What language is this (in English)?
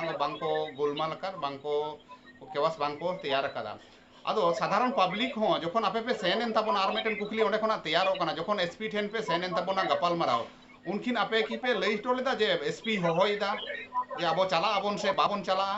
Santali